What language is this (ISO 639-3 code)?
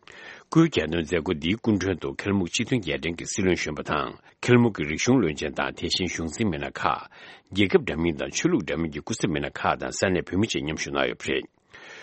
bod